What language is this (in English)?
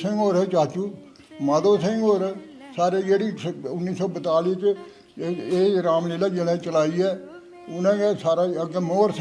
Dogri